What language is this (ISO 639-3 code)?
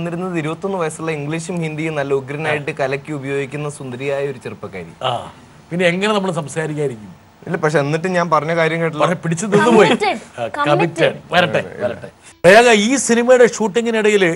mal